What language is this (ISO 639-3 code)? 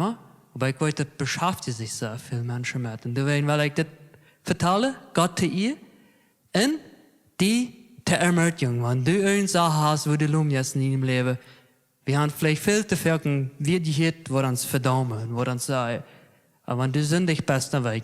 pdt